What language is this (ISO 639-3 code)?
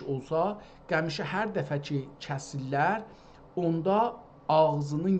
azb